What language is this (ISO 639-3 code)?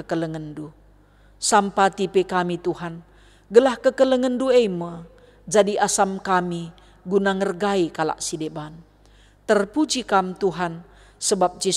btx